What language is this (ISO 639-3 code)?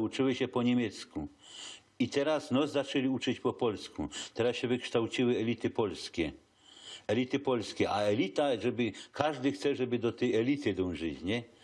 szl